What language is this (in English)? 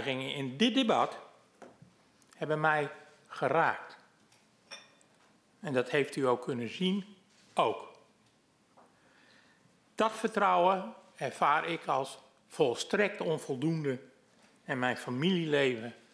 Dutch